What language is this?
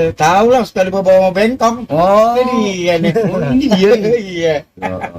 Betawi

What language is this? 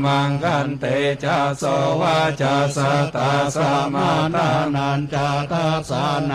Pali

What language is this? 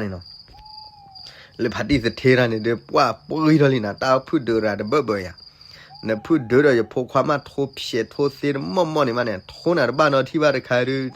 S'gaw Karen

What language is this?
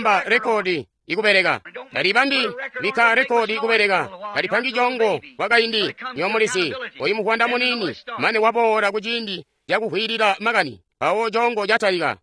Tonga (Zambia)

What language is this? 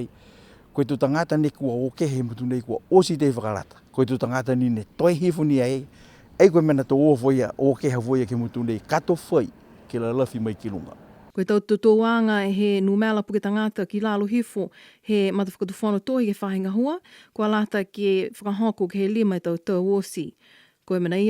Niuean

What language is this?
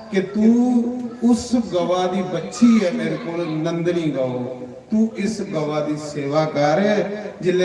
Dogri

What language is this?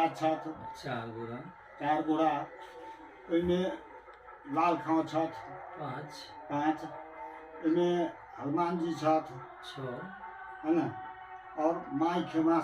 Maithili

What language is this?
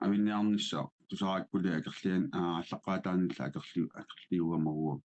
Kalaallisut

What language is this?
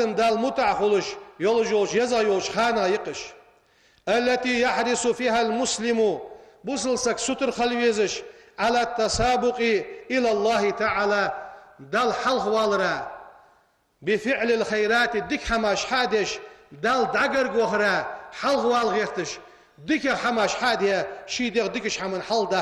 Ingush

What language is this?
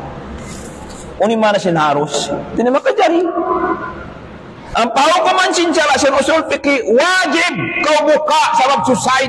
Tausug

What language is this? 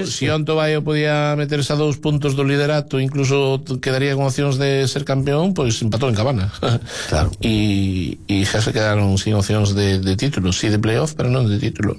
Galician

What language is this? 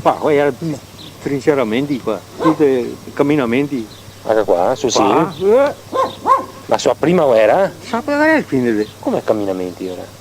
Venetian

